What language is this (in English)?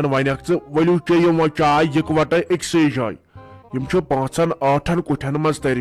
Kashmiri